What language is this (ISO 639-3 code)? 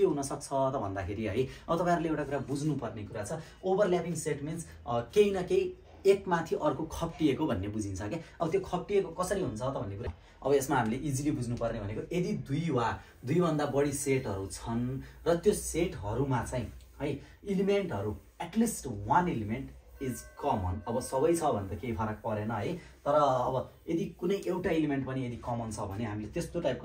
nep